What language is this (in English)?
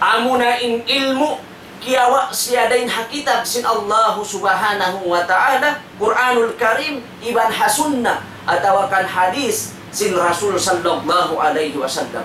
Tausug